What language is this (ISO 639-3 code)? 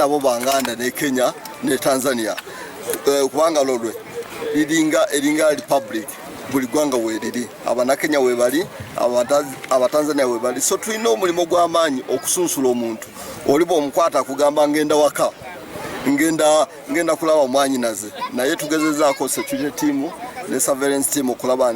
lug